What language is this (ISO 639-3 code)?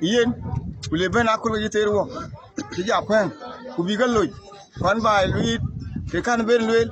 din